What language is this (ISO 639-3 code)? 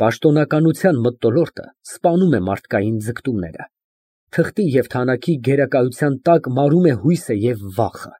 hye